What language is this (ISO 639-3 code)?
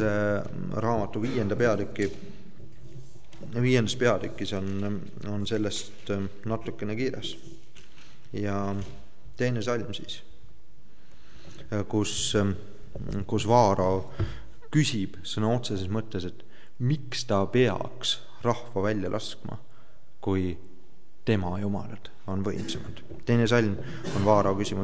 est